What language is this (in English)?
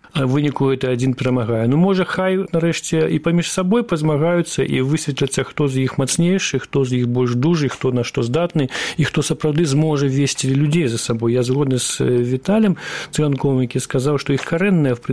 Belarusian